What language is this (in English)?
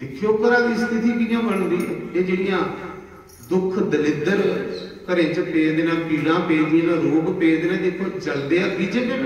Dogri